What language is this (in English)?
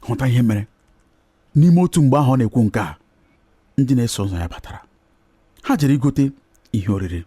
Igbo